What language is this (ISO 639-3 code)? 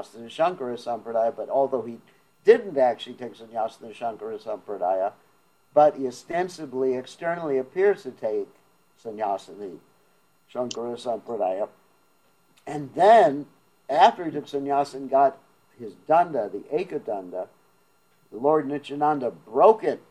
eng